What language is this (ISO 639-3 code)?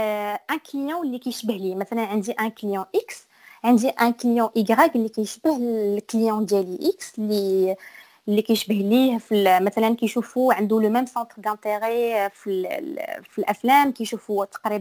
ary